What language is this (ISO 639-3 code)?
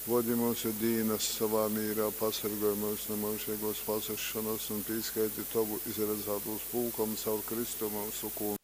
ltg